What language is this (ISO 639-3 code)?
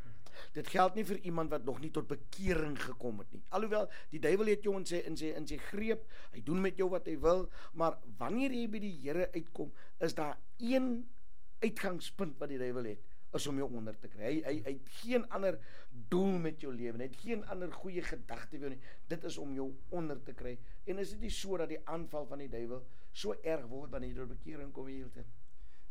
afr